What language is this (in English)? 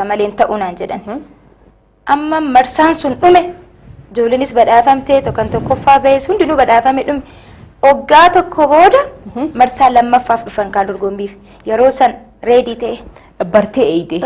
Oromo